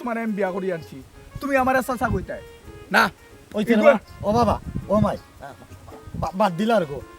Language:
Sylheti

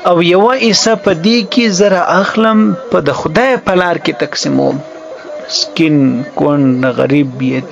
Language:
Pashto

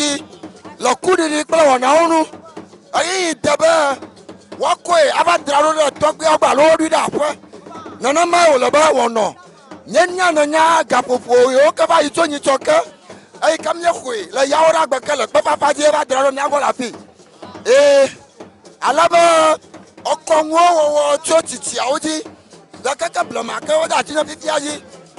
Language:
Ewe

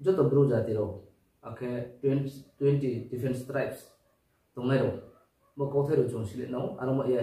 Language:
Riang (India)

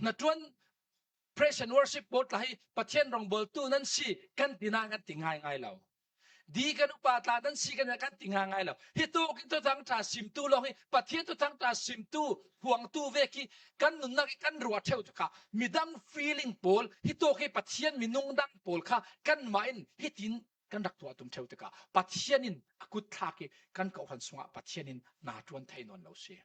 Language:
Falam Chin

